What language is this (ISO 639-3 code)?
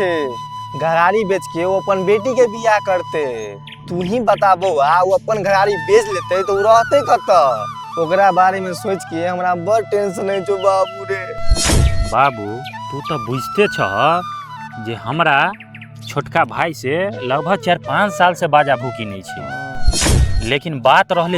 mai